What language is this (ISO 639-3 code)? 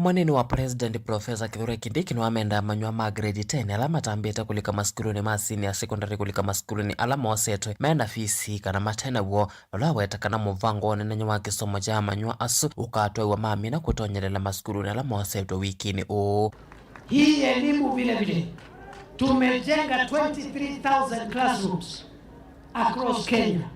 kam